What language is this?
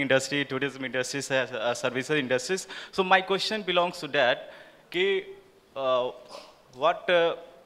English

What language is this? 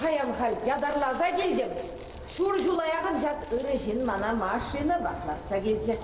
Chuvash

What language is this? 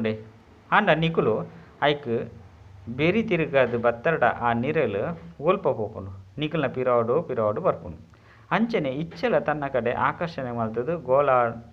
Tulu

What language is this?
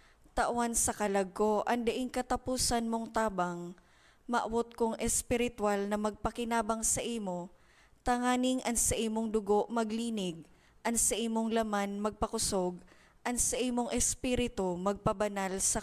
Bikol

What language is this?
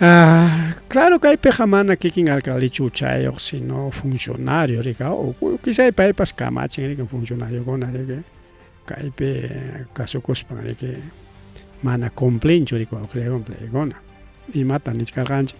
Ayacucho Quechua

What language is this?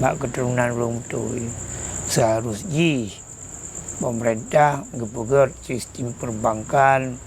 Achinese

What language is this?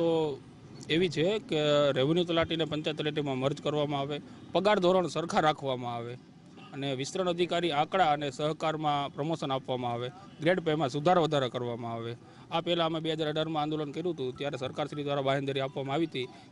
Gujarati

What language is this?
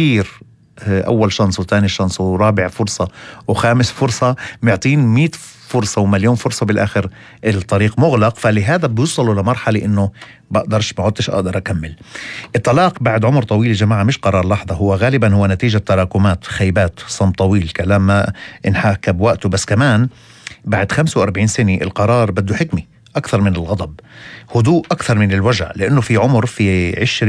North Levantine Arabic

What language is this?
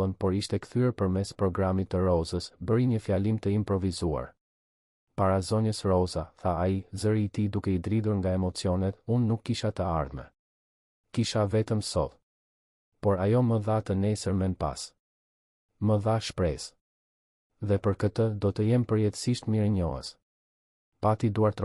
Albanian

